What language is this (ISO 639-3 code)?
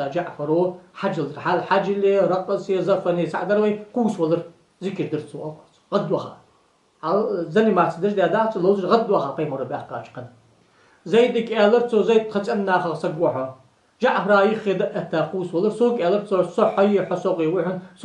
inh